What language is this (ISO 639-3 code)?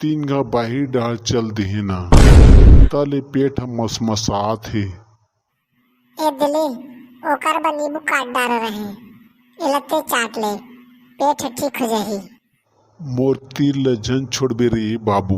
hne